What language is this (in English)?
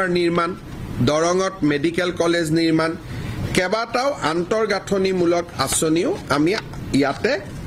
Assamese